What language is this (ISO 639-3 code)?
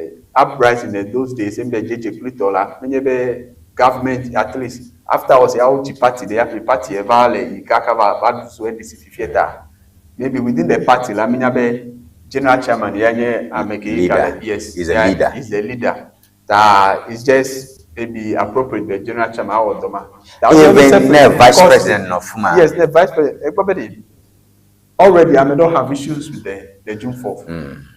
ewe